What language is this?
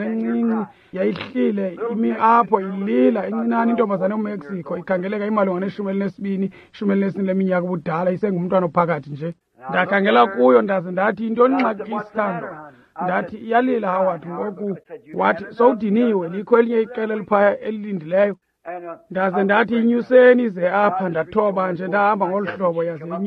Xhosa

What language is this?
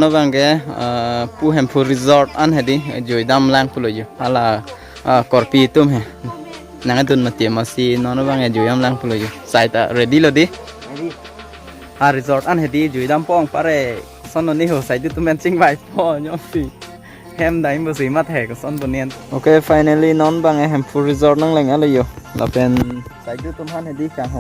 Karbi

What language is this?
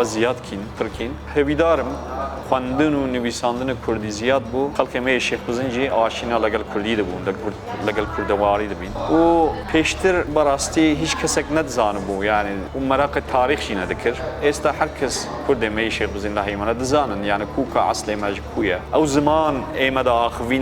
Kurdish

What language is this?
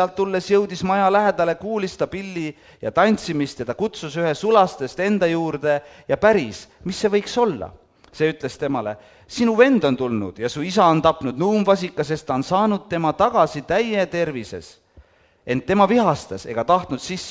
Estonian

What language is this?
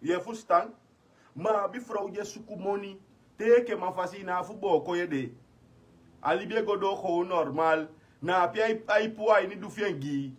Sranan Tongo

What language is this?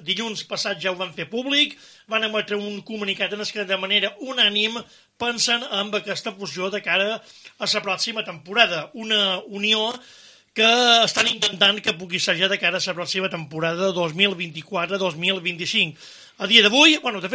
Catalan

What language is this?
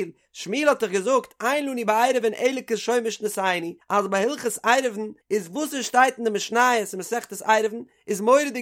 Yiddish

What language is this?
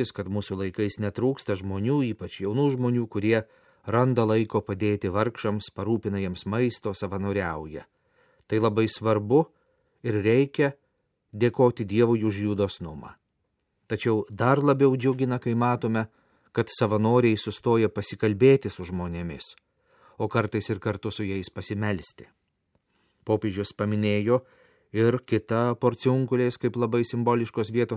Lithuanian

